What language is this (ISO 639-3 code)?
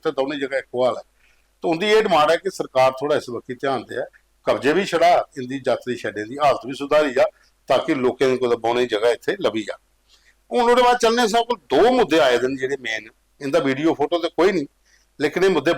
doi